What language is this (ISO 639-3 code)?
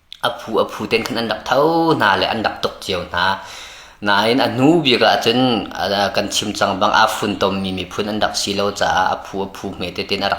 cnh